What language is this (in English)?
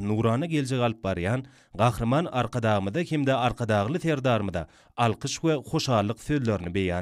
Turkmen